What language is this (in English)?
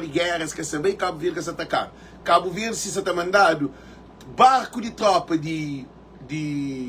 Kabuverdianu